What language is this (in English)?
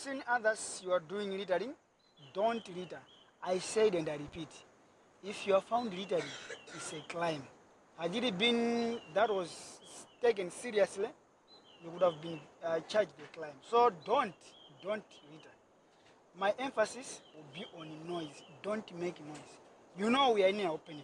Nyanja